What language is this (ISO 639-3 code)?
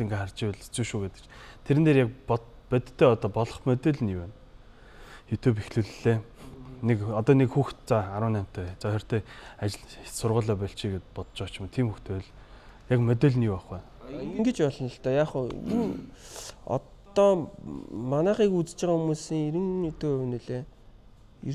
mon